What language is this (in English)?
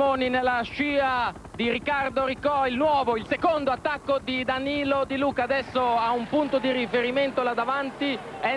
Italian